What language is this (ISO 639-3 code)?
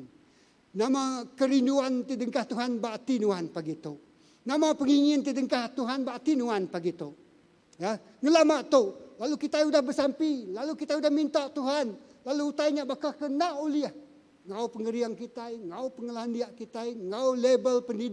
iba